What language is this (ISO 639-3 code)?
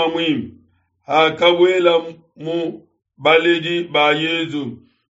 lua